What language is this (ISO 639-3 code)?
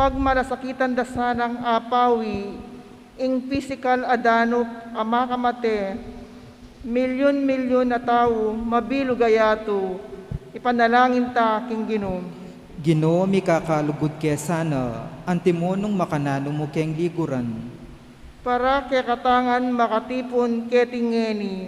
pam